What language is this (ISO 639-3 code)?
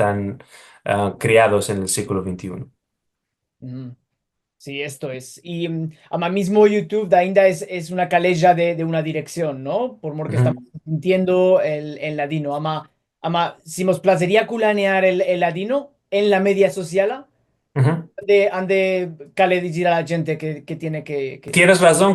lad